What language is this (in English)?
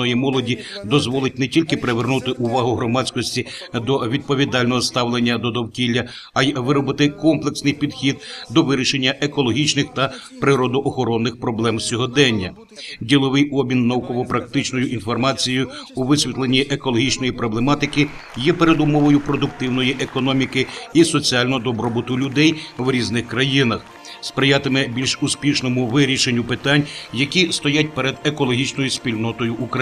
Ukrainian